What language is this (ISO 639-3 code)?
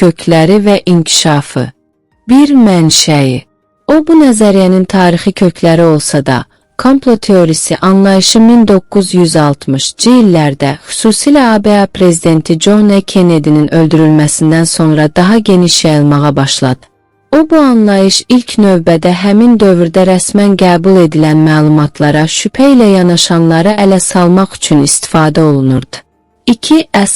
azb